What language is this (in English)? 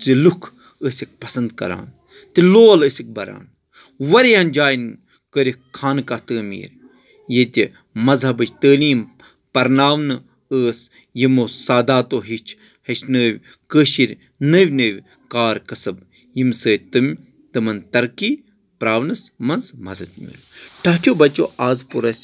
Kashmiri